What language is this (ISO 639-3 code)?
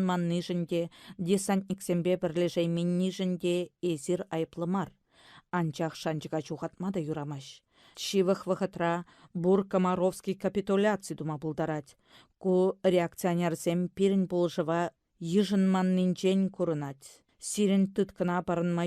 chv